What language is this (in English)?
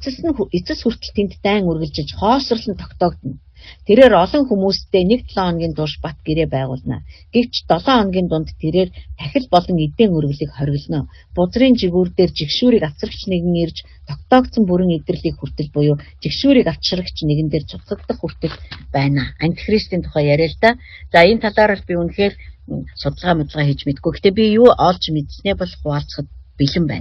Mongolian